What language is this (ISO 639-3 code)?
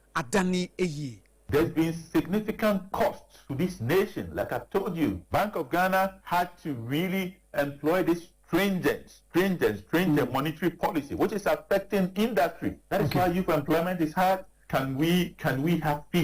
aka